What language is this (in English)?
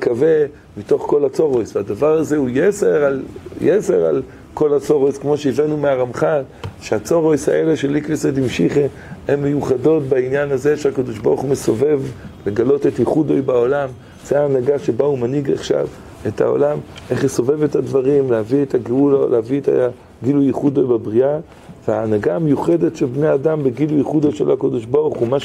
Hebrew